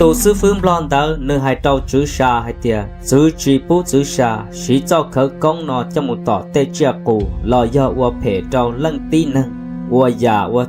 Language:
Hmong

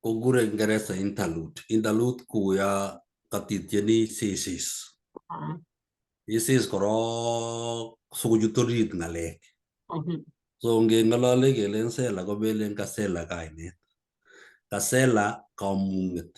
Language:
Kalenjin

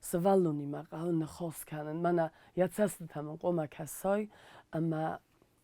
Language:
Ossetic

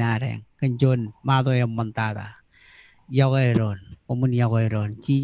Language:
Marshallese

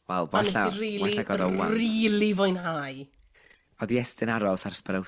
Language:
Welsh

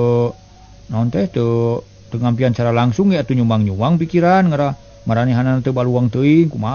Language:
Sundanese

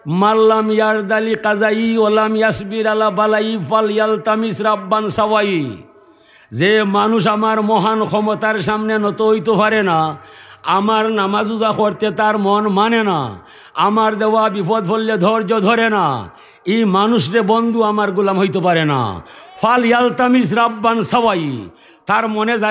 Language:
Sylheti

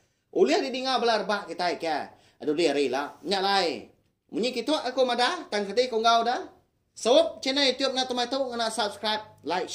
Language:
Iban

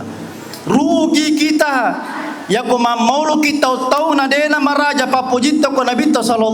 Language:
Buginese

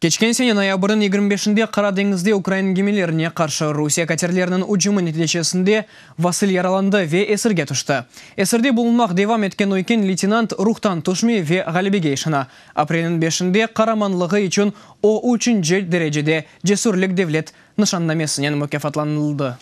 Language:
Crimean Tatar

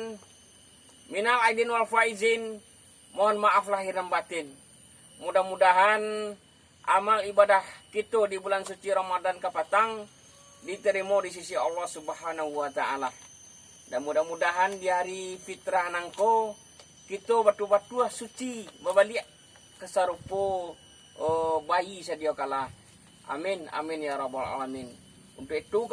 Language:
Minangkabau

